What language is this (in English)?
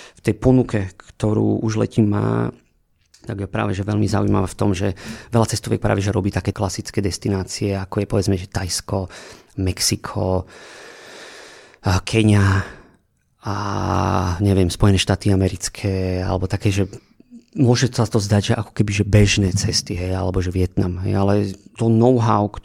Slovak